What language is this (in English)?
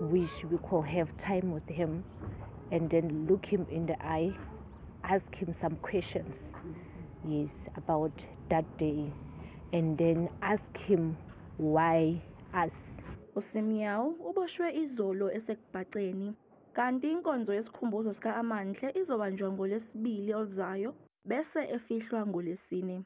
Zulu